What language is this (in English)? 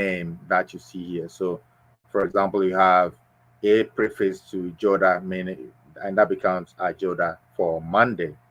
Ewe